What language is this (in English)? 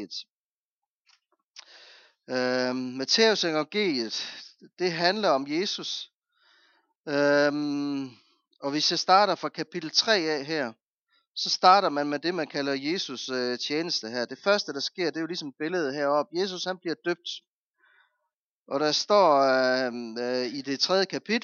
Danish